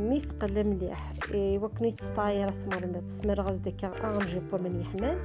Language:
Kabyle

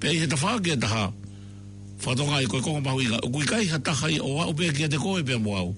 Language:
Tongan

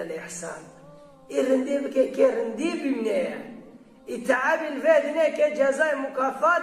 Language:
Kurdish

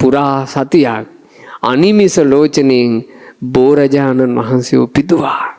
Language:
Sinhala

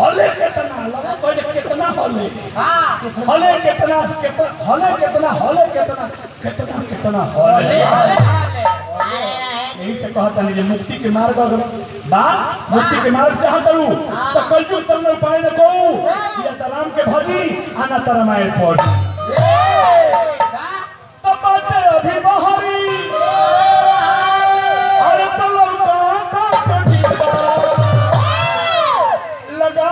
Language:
Bhojpuri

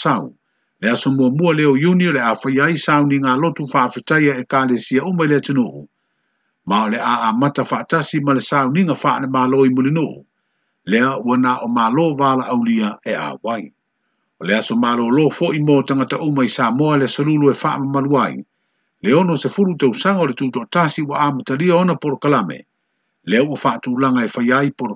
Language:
Samoan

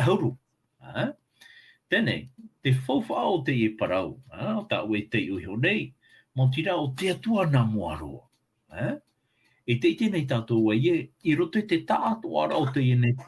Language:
Tahitian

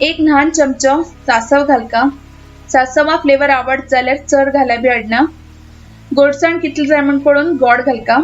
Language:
Konkani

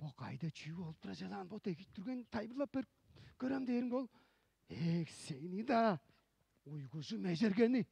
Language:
Tuvinian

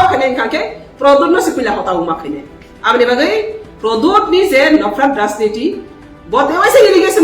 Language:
Kok Borok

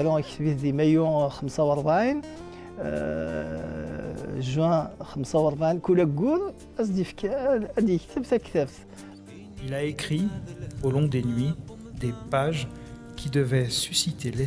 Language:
Kabyle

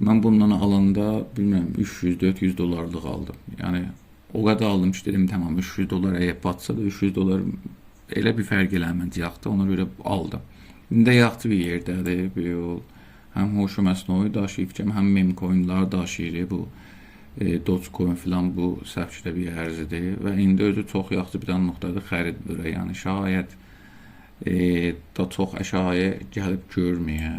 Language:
South Azerbaijani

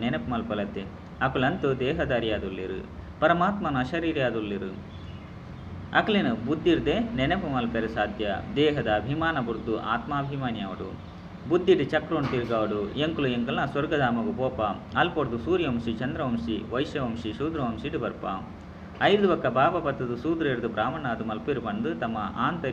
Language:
Tulu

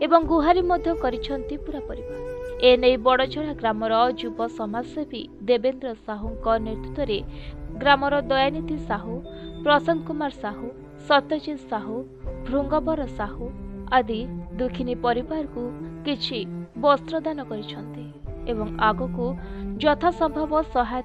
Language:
Odia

